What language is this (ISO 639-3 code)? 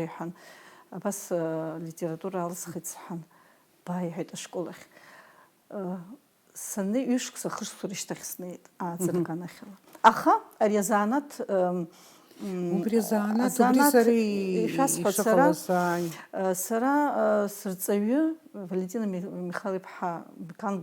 abk